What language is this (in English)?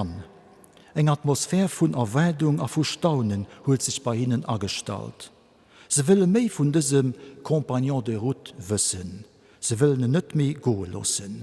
Luxembourgish